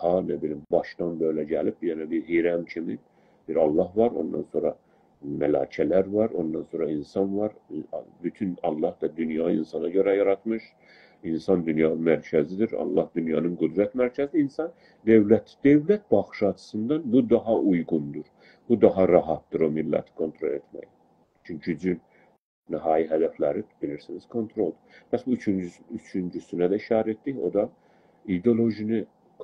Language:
South Azerbaijani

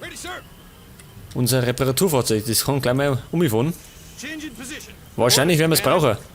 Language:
Bavarian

